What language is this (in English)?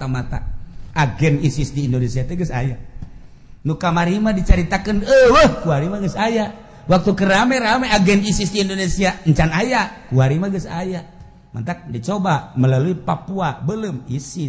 Sundanese